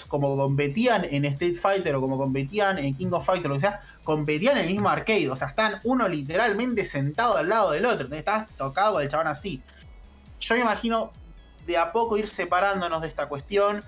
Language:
Spanish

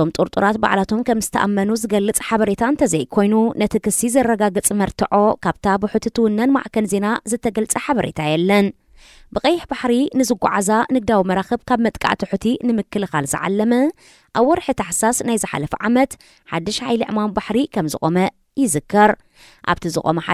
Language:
Tigrinya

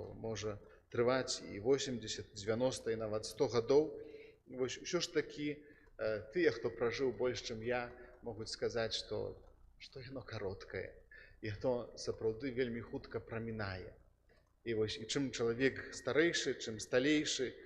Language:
Belarusian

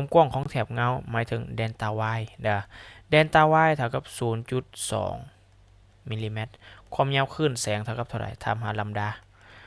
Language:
Lao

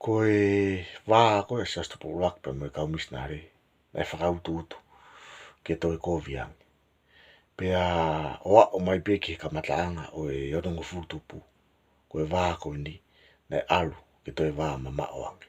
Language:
Tongan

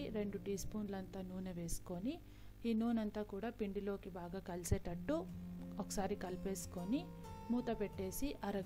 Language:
Telugu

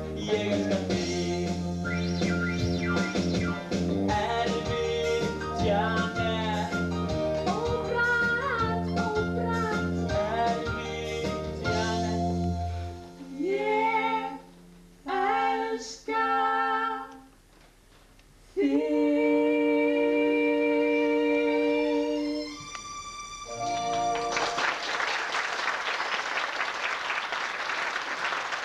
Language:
Icelandic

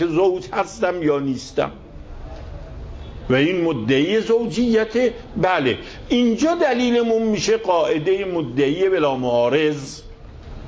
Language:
Persian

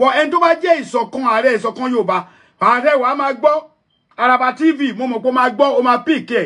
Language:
Yoruba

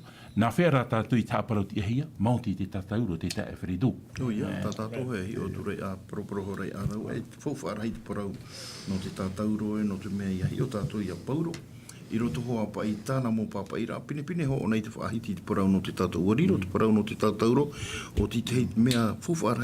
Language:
Tahitian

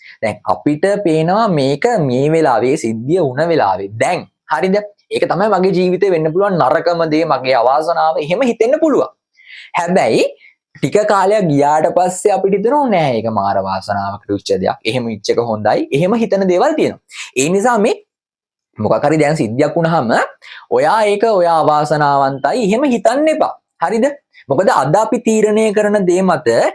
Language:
Sinhala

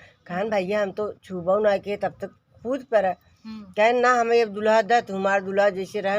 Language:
Awadhi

